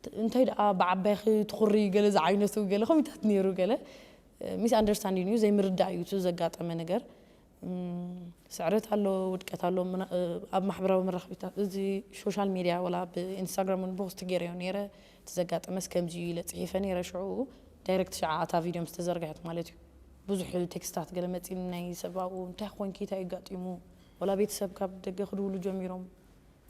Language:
Tigrinya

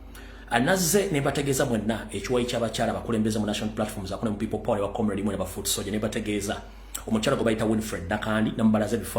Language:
Ganda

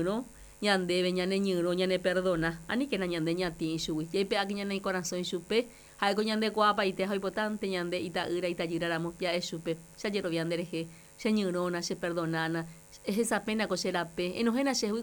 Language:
Guarani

